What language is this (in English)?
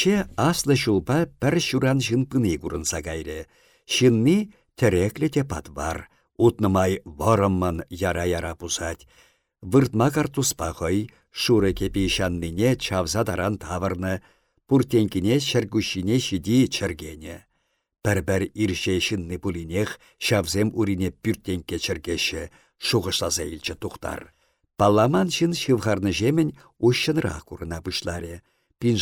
Chuvash